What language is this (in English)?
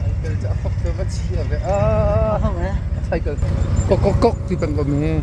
Hakha Chin